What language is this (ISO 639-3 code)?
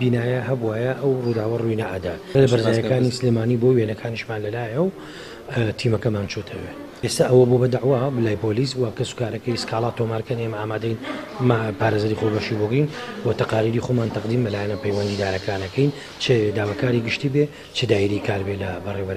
ckb